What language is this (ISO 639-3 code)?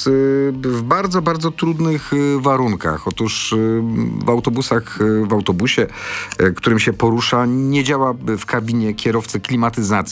pol